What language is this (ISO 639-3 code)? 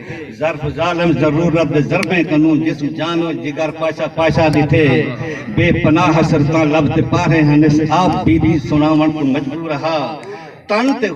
skr